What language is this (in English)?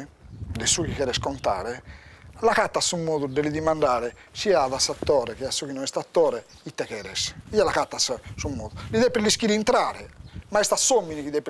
Sardinian